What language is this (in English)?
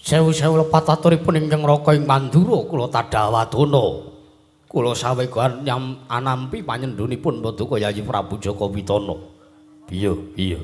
Javanese